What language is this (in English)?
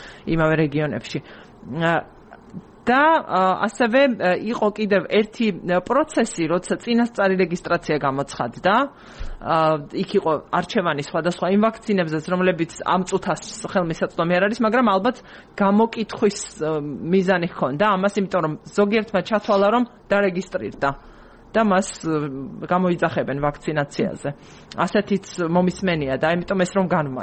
Georgian